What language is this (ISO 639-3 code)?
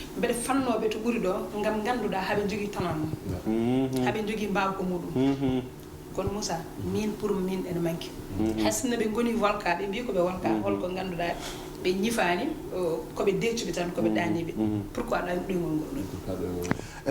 ful